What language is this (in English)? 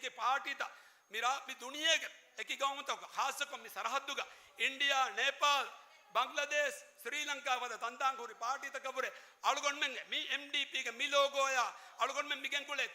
Divehi